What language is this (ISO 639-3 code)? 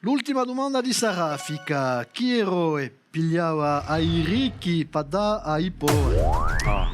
cos